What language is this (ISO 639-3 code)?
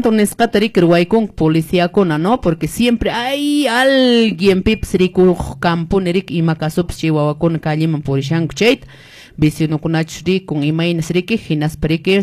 que